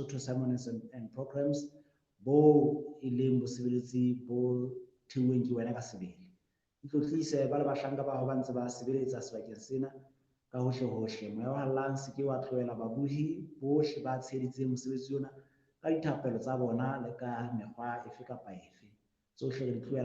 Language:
Southern Sotho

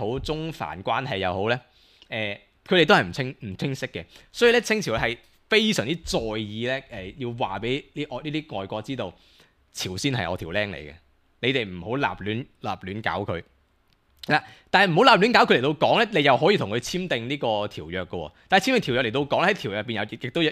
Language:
Cantonese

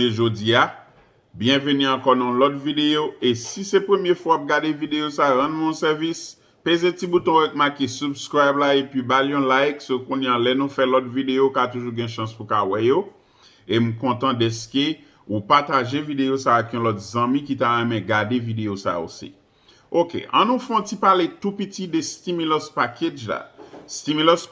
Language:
Haitian Creole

